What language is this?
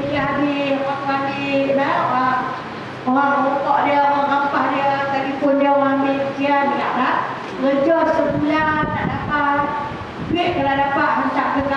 Malay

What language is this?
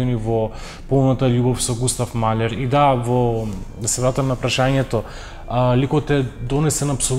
Macedonian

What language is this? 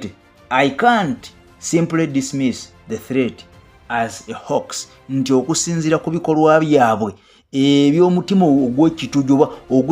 Ganda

